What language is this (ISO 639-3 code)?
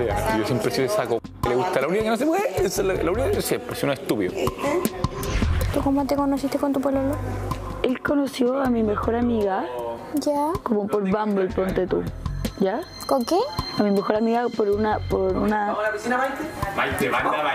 spa